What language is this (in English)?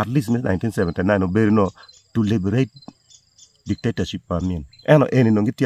Acoli